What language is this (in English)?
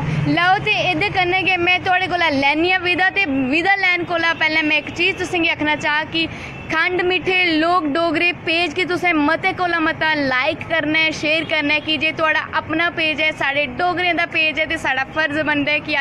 Dogri